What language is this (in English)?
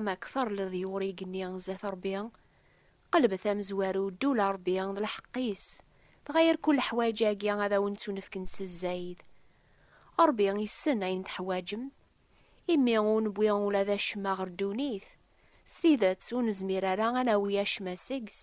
Kabyle